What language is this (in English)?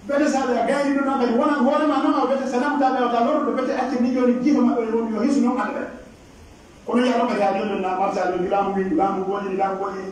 Pular